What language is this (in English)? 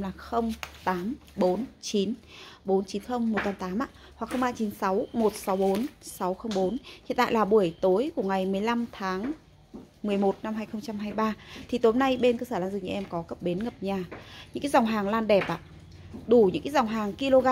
Vietnamese